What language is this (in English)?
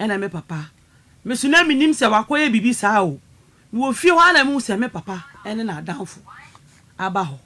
Akan